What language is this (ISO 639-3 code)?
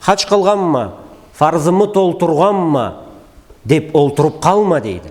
krc